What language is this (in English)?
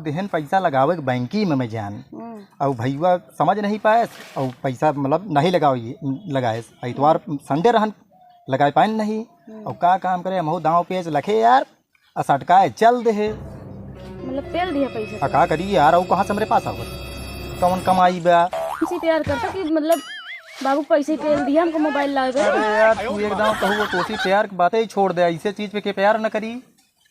Awadhi